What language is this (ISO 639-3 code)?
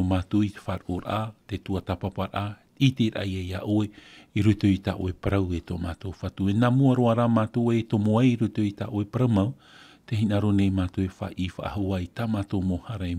tah